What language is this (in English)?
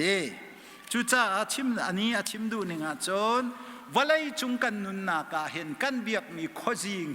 Hakha Chin